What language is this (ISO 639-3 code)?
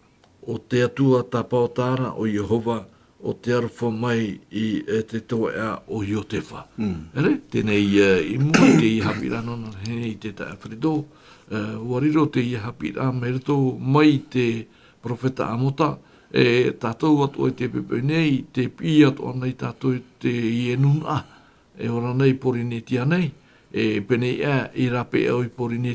tah